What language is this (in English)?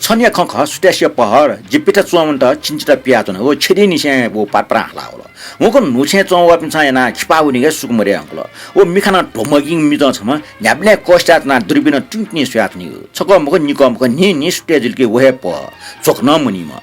Newari